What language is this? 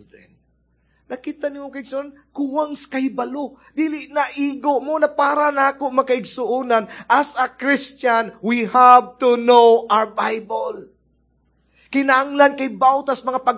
Cebuano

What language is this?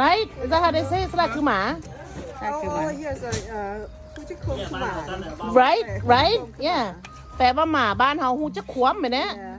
Lao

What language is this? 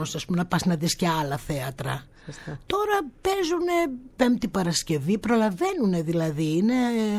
Greek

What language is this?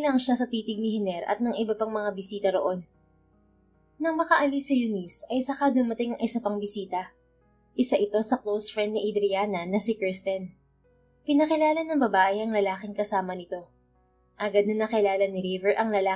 Filipino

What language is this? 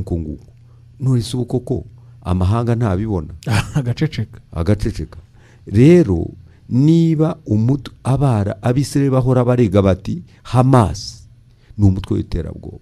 Kinyarwanda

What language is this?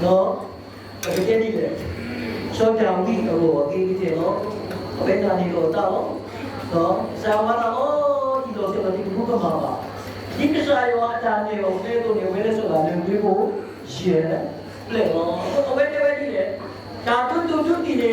S'gaw Karen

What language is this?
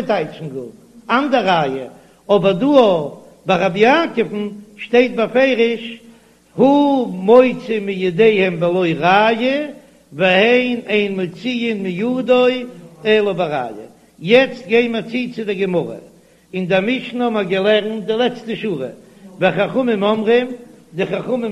Yiddish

